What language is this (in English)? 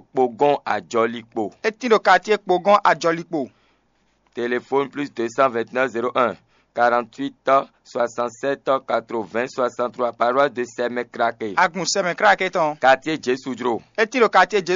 Fon